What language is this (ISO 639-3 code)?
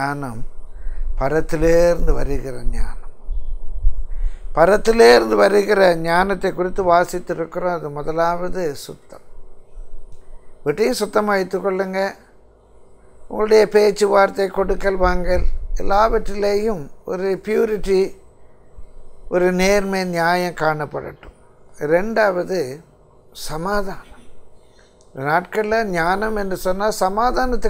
tam